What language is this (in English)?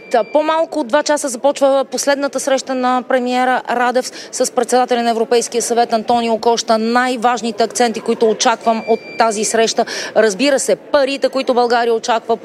Bulgarian